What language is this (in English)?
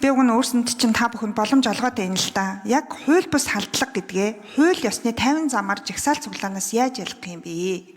Mongolian